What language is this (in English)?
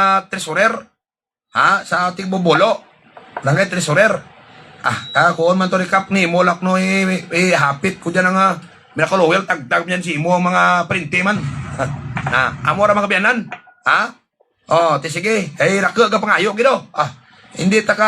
Hiligaynon